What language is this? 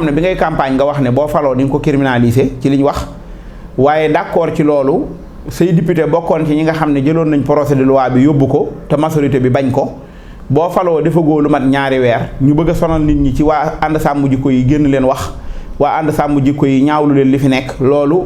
Wolof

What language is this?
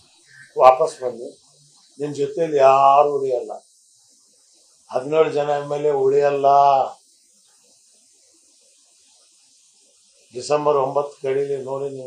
Kannada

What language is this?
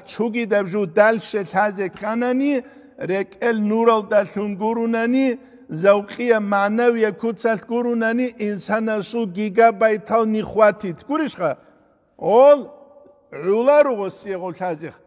Avaric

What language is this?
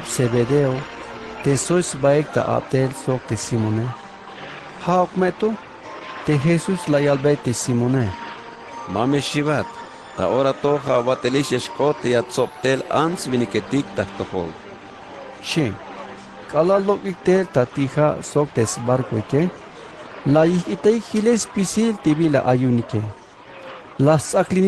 Tzeltal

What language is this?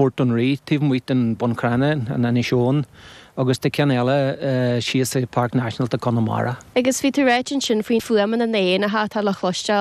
Irish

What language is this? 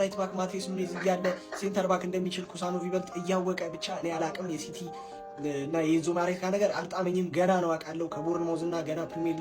Amharic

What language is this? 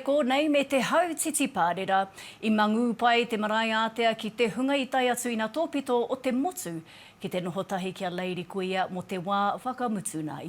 Māori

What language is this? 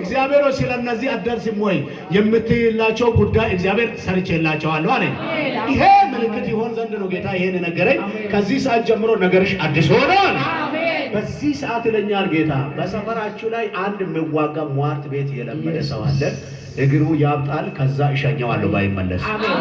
Amharic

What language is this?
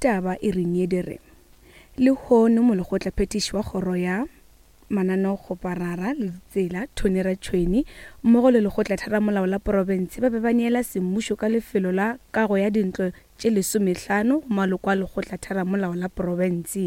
Northern Sotho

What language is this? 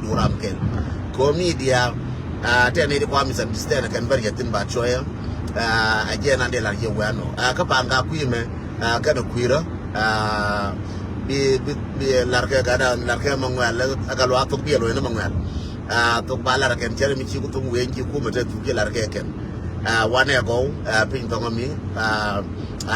Nuer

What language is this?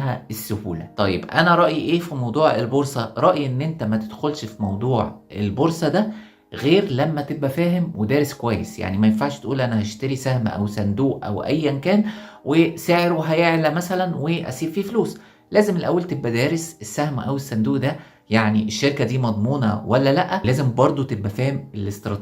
Egyptian Arabic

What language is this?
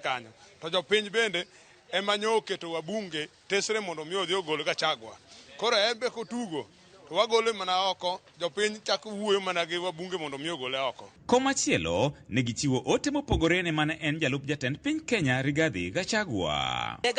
Luo (Kenya and Tanzania)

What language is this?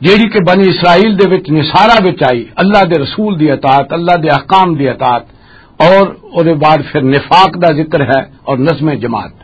Western Panjabi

